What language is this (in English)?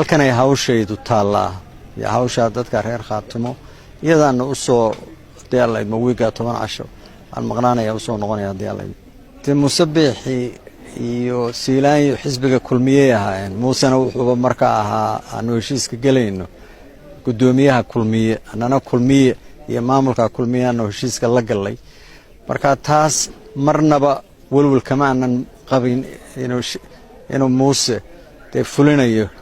Somali